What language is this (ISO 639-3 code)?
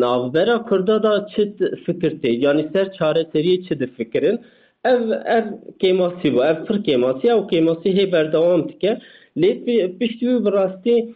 kur